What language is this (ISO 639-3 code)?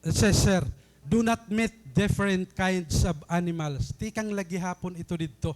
war